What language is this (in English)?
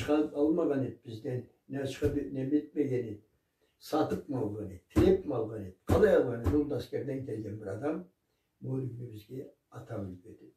Karachay-Balkar